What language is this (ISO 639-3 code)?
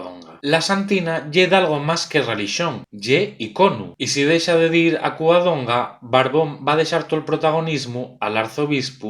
ast